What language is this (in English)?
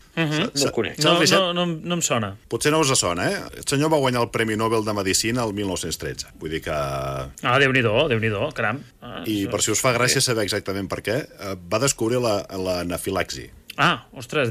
Catalan